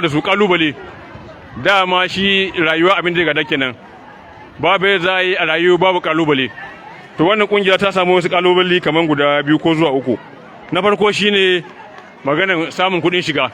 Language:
Hausa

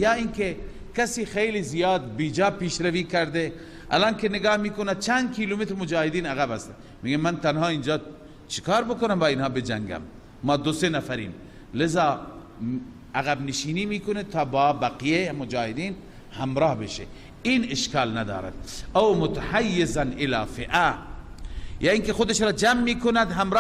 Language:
Persian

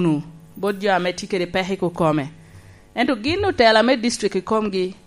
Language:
Lango (Uganda)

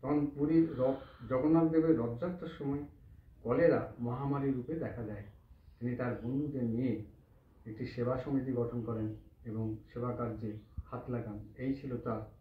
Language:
Bangla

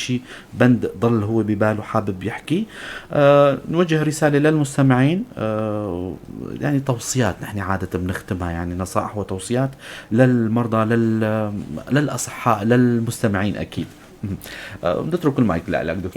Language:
North Levantine Arabic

